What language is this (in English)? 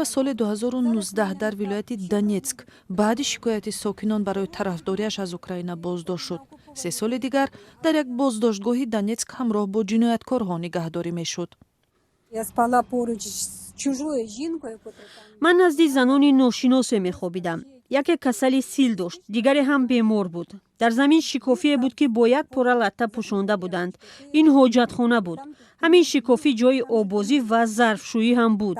Tajik